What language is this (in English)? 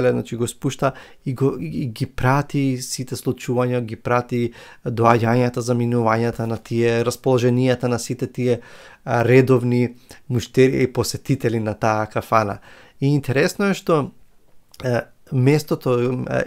Macedonian